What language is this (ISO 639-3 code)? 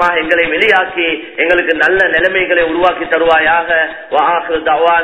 tam